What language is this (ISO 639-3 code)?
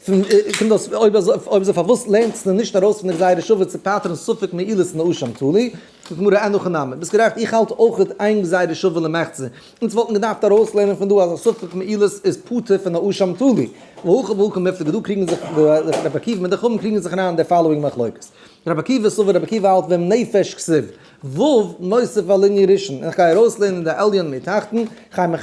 yid